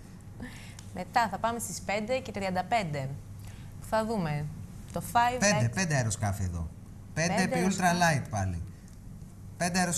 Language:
Greek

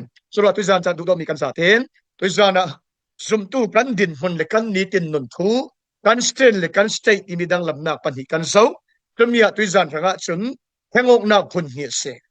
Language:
Falam Chin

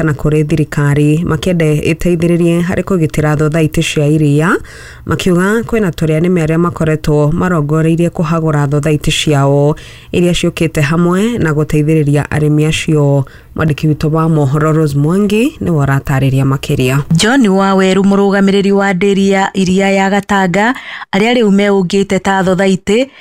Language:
Kikuyu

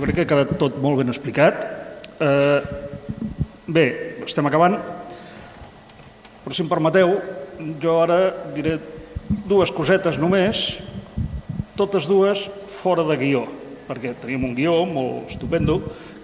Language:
Catalan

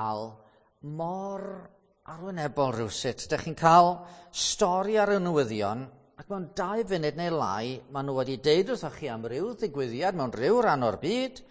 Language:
Welsh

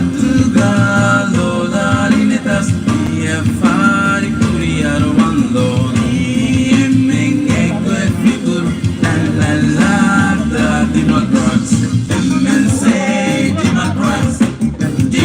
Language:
Divehi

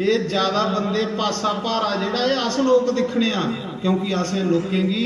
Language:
Dogri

